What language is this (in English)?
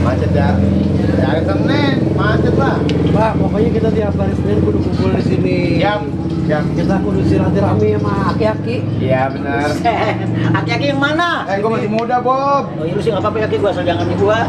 Betawi